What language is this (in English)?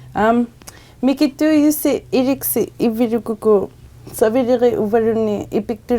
Inuktitut